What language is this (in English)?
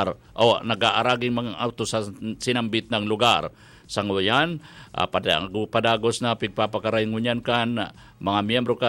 Bikol